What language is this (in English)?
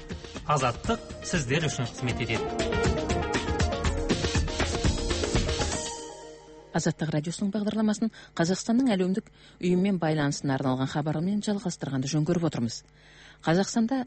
Kazakh